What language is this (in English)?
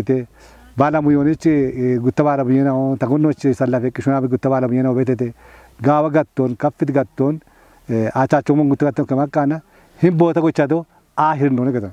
Kafa